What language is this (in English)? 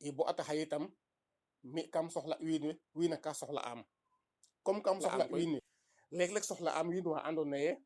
Serer